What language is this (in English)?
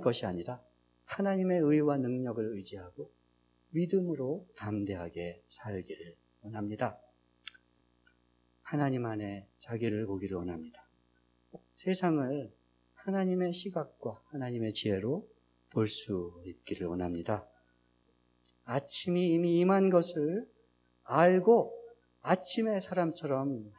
Korean